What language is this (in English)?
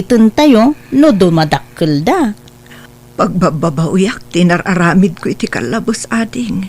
Iloko